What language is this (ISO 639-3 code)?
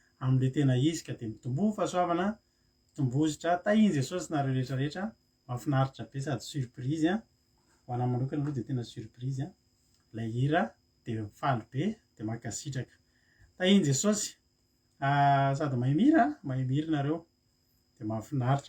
mlg